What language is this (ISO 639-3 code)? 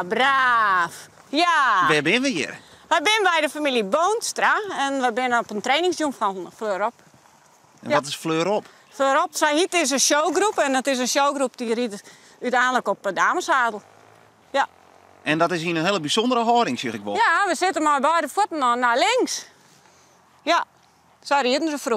fry